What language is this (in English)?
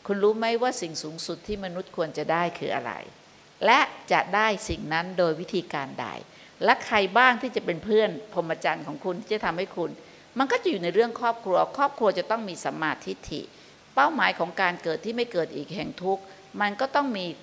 Thai